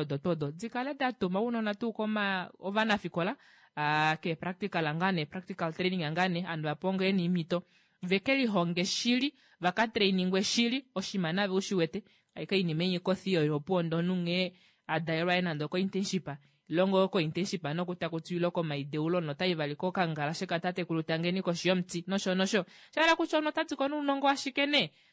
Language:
Kuanyama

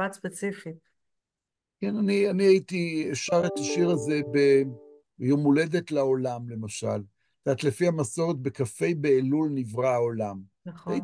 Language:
Hebrew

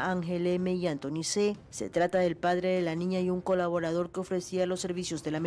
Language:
Spanish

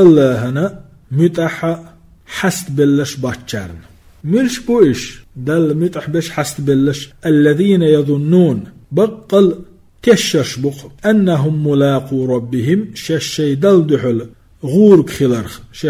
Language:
Chechen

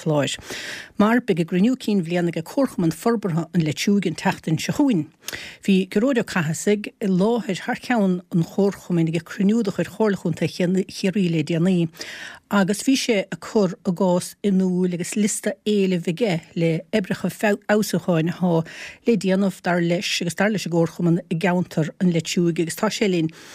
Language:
Irish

